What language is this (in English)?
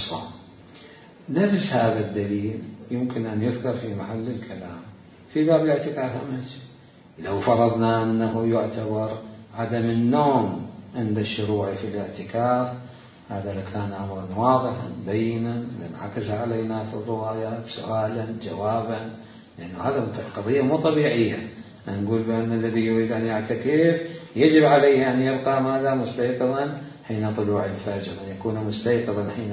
Mesopotamian Arabic